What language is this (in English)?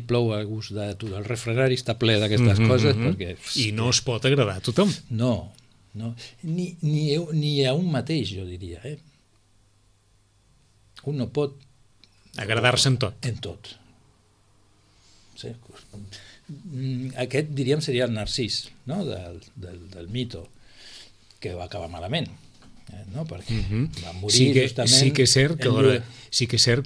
Catalan